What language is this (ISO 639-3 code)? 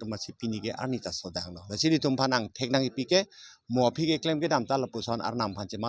mjw